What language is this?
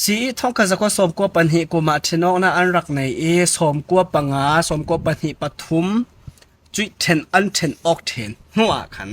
Falam Chin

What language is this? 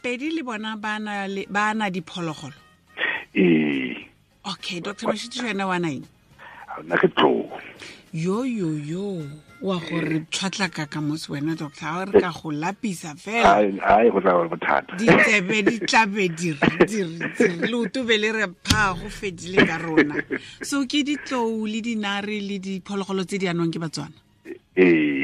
Tswana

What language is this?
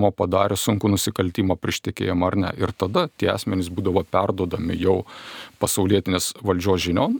Lithuanian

